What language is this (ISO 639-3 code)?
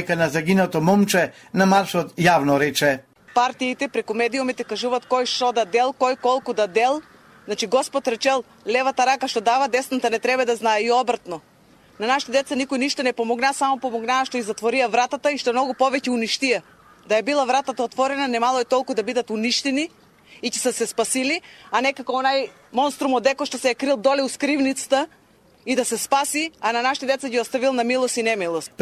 mkd